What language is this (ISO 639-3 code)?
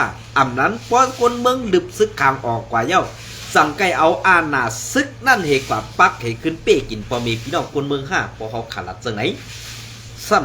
shn